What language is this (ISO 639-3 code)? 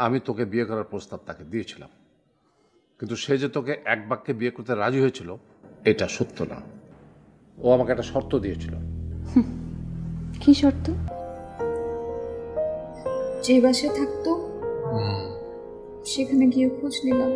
ben